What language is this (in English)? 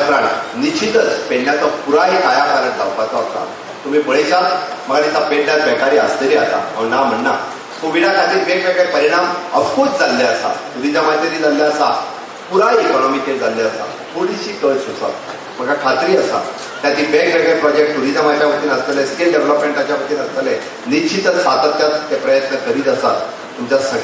Konkani